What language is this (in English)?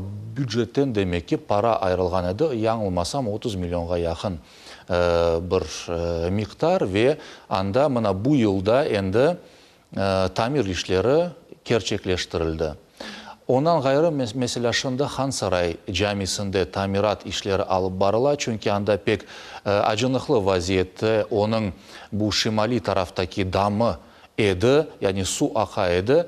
Crimean Tatar